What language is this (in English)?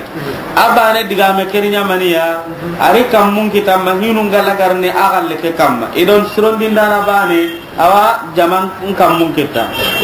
Soninke